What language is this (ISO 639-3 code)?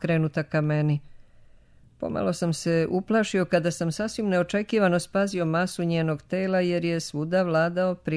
srp